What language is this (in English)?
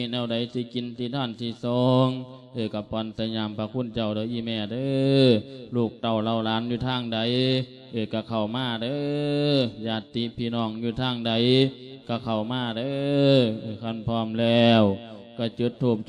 Lao